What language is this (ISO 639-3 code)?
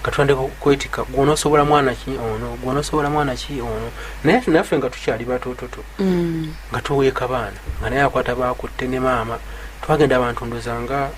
lug